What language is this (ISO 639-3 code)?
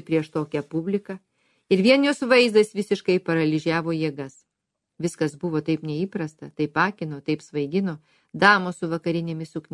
lit